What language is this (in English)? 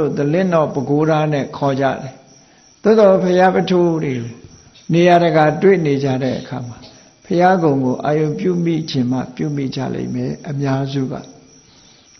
Burmese